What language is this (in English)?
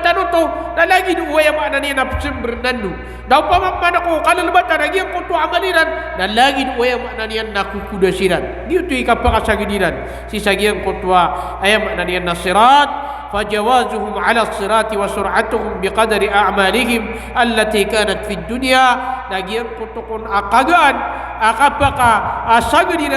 Maranao